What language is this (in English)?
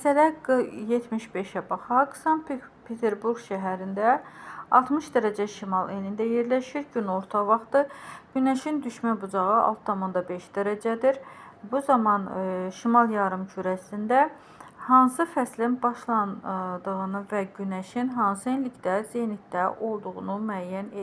Azerbaijani